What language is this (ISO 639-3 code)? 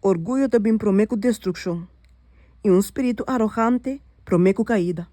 pap